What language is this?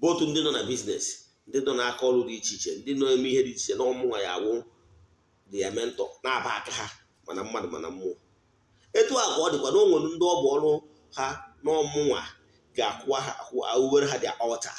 Igbo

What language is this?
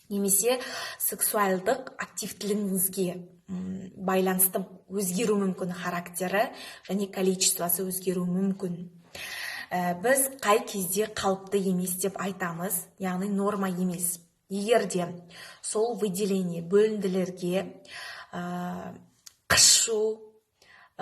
Kazakh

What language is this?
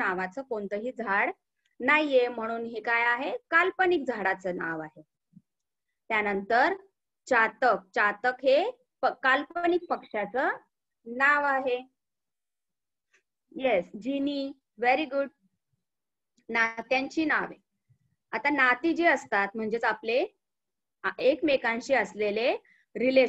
Marathi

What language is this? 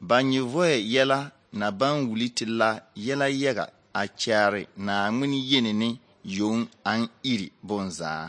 Southern Dagaare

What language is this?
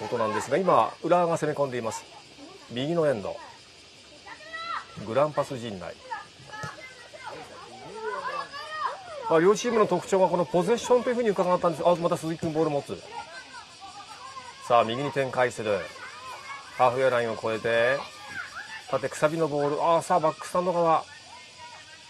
Japanese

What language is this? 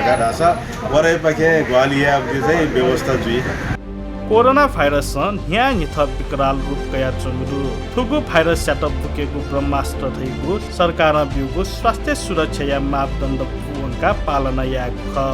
Newari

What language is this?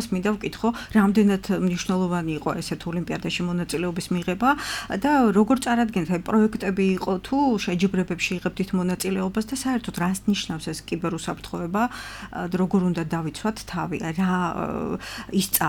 Georgian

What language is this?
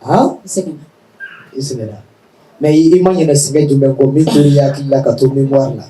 Bambara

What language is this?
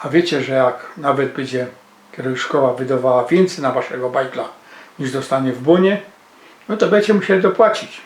Silesian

